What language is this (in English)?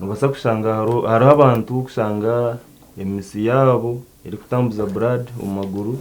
Nyankole